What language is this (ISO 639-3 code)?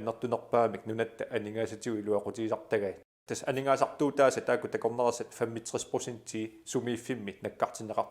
kal